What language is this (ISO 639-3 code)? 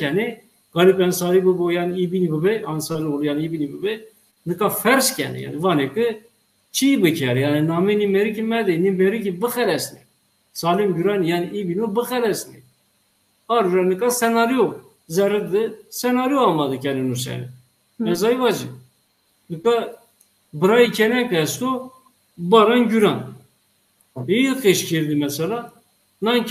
zza